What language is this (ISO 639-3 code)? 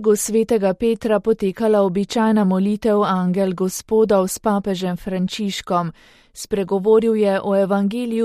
slv